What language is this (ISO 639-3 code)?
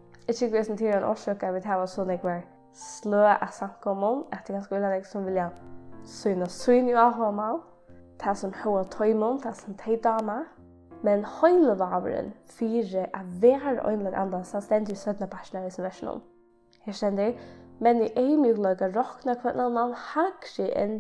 fao